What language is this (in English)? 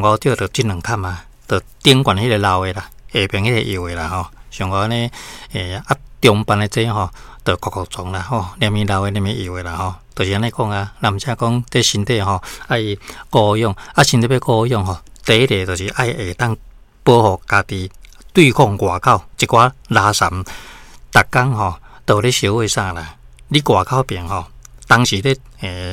Min Nan Chinese